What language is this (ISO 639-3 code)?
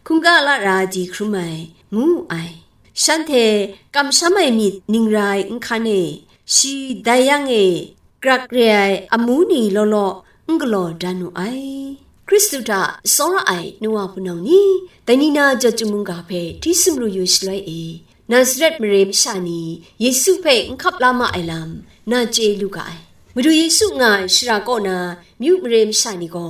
kac